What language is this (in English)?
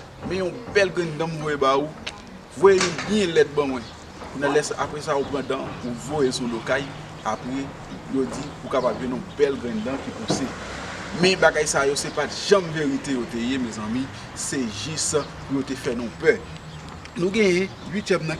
Haitian Creole